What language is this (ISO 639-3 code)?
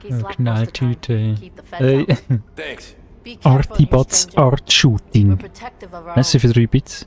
gsw